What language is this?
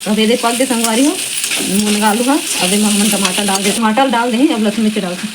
Chhattisgarhi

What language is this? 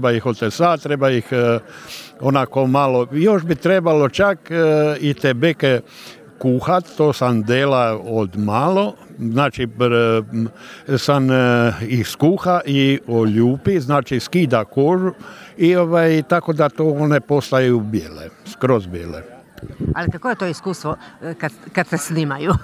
Croatian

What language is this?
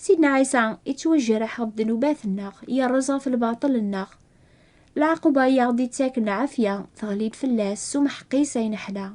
Kabyle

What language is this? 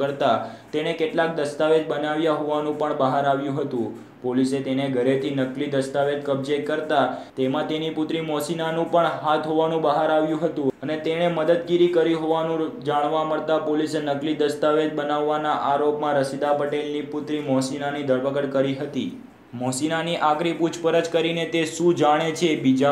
Gujarati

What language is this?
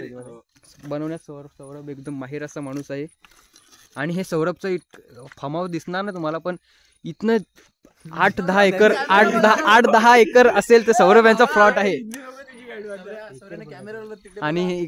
Marathi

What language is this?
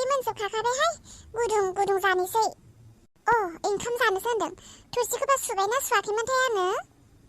Bodo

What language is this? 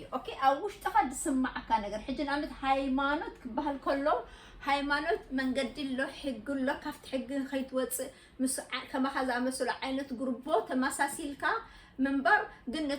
Tigrinya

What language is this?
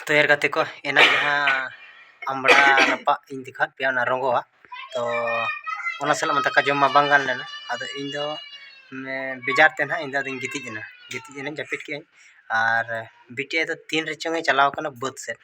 Santali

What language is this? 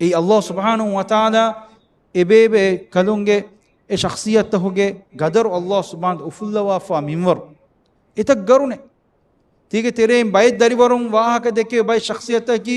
Divehi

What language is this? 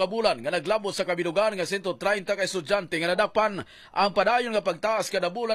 Hiligaynon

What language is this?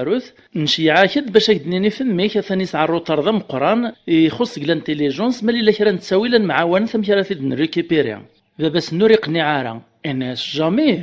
Kabyle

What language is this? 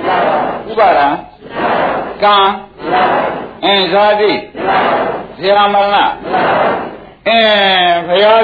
Burmese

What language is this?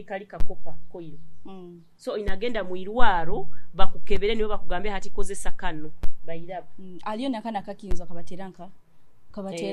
Nyoro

